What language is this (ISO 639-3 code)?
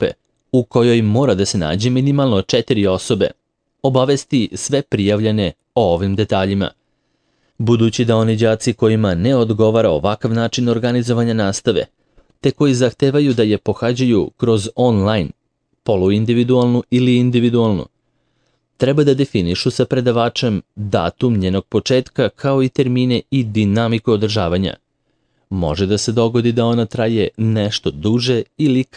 srp